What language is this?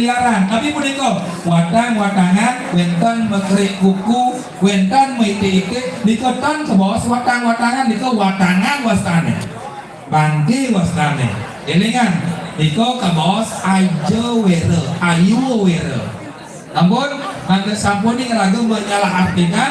Balinese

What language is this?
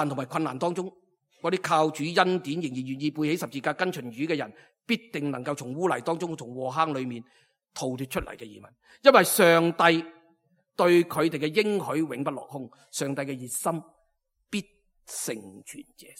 Cantonese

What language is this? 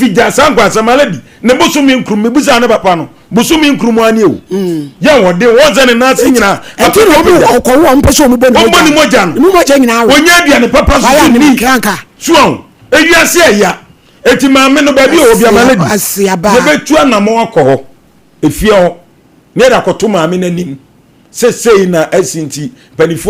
Akan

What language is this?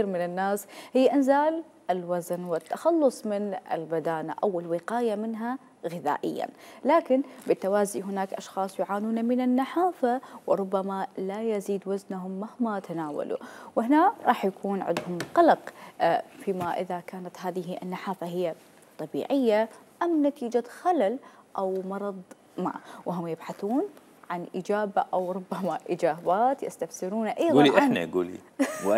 Mesopotamian Arabic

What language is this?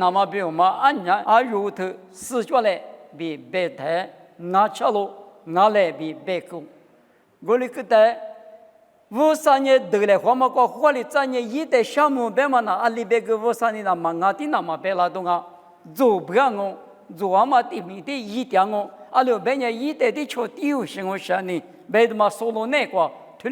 Lisu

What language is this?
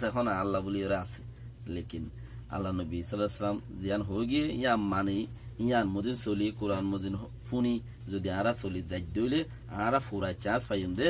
Rohingya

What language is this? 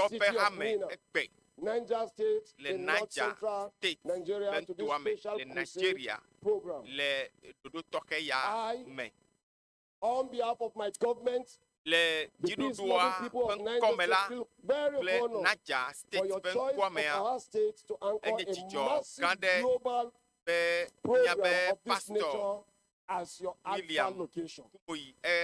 Ewe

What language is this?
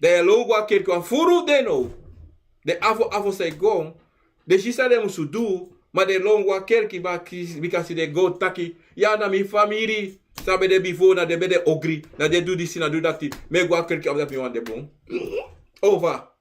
Sranan Tongo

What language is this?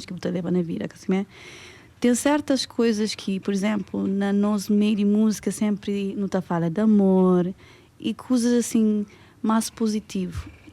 Kabuverdianu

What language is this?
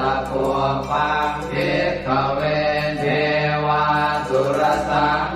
Pali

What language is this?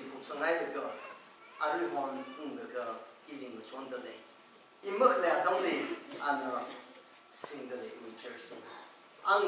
Tangkhul Naga (India)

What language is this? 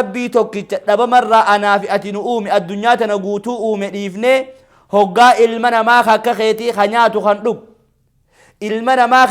Oromo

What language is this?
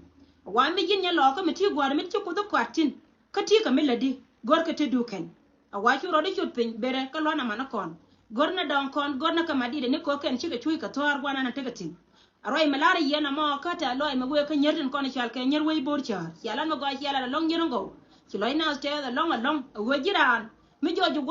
Nuer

